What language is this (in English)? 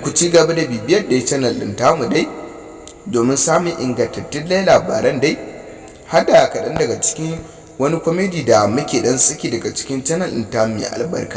Hausa